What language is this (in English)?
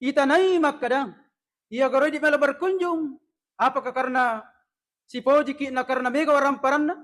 Buginese